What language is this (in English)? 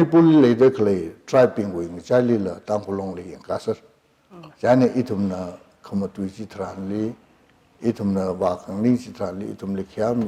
Tangkhul Naga (India)